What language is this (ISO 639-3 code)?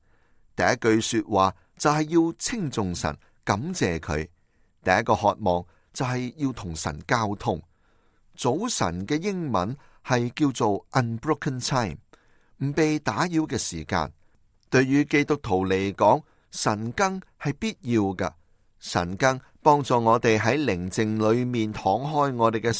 yue